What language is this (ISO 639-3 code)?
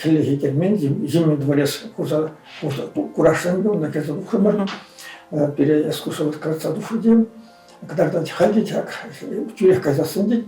chv